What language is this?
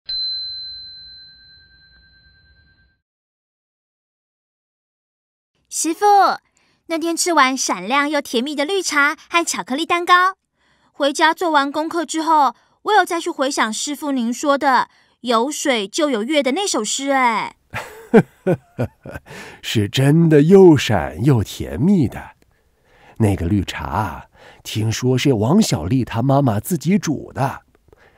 Chinese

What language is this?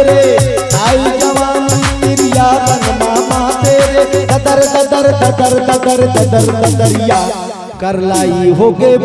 Chhattisgarhi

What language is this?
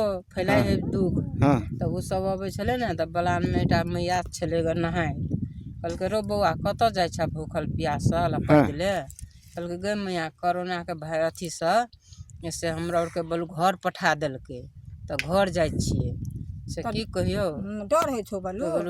Maithili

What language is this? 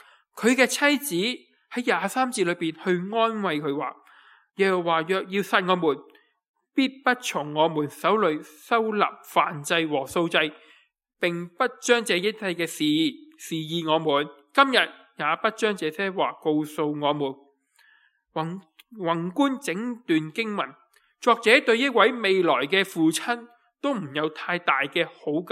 Cantonese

